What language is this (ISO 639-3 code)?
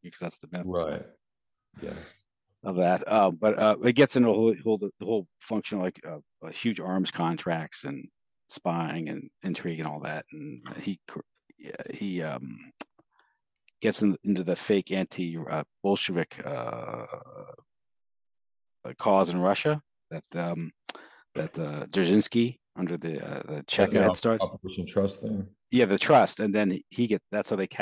eng